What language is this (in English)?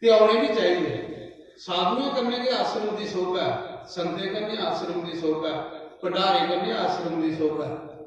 Dogri